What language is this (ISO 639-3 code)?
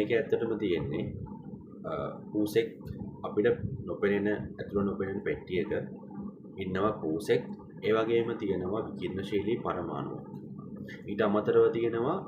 sin